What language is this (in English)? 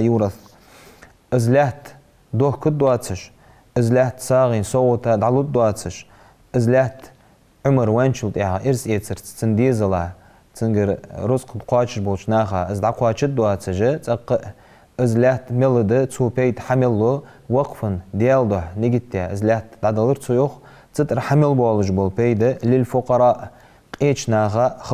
Ingush